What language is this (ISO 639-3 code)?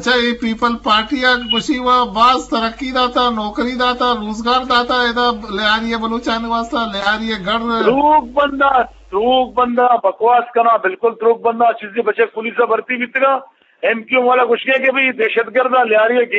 bgp